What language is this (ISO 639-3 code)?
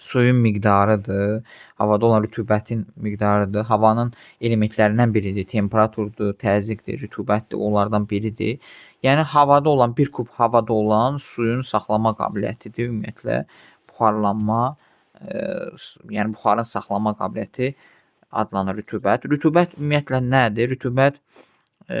aze